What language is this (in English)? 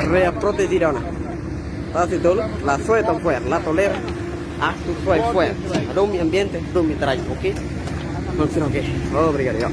Tetum